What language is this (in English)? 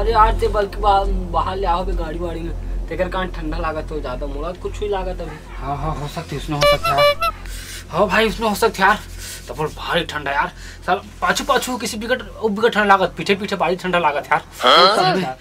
Chhattisgarhi